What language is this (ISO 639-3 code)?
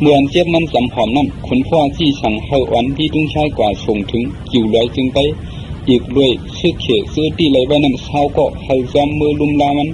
shn